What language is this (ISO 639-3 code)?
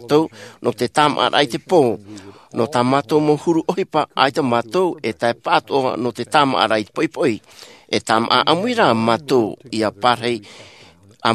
tah